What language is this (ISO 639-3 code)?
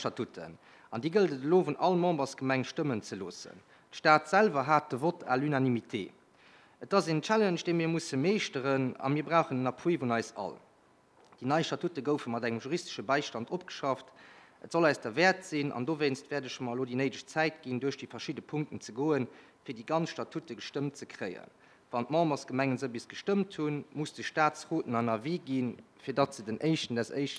ltz